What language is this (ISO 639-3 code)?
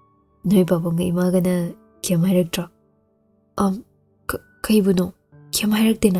mni